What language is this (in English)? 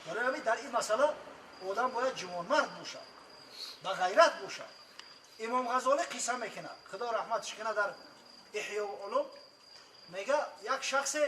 Tajik